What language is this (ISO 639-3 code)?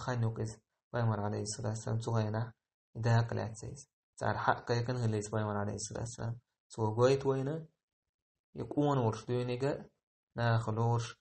che